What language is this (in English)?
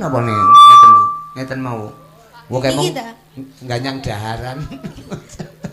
Javanese